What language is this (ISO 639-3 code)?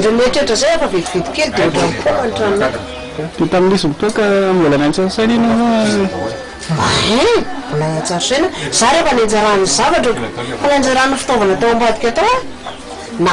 mlg